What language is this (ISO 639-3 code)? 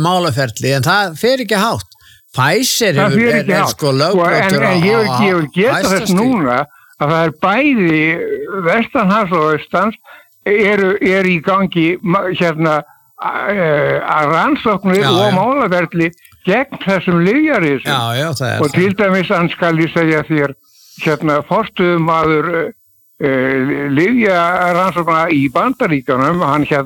isl